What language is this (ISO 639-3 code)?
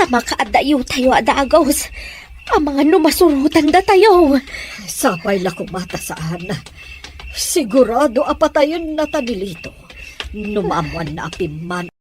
ilo